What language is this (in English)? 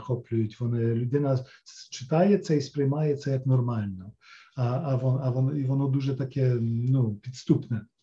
Ukrainian